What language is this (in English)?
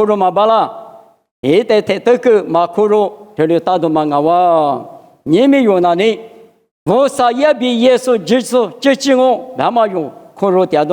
Lisu